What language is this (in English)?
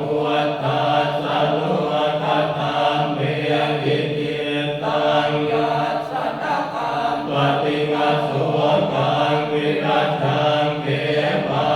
Pali